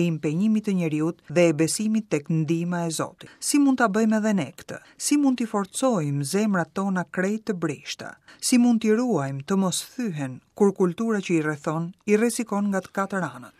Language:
Albanian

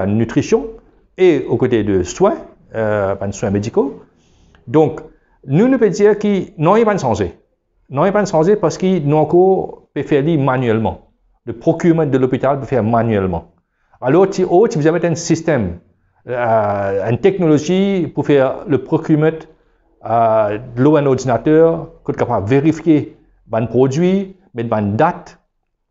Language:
Morisyen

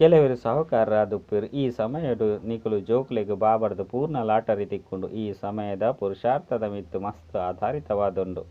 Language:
Tulu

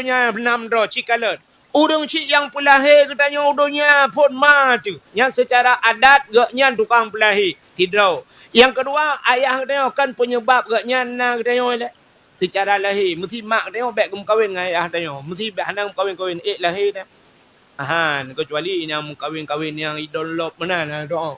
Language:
Achinese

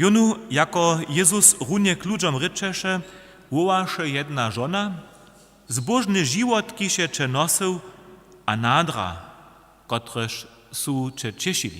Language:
Upper Sorbian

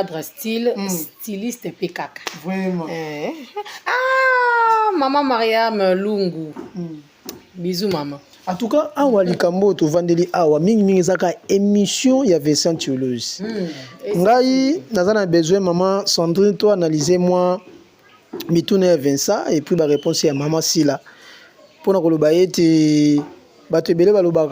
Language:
Lingala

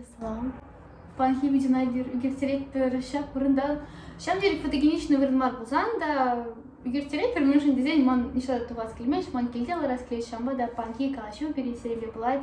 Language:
Chuvash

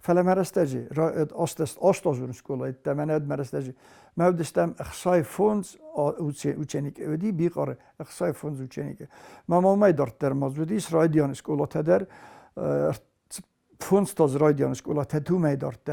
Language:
Ossetic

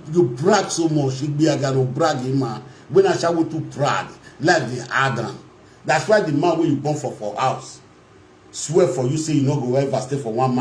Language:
Nigerian Pidgin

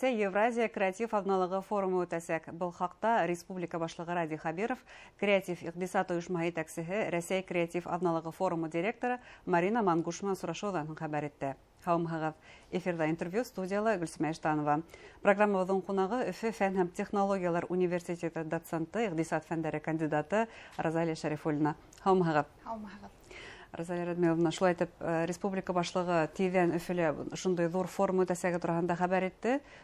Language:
Bashkir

